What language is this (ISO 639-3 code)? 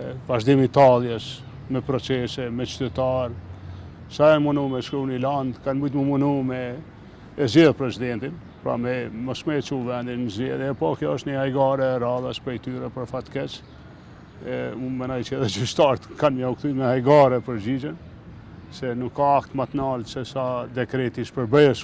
sqi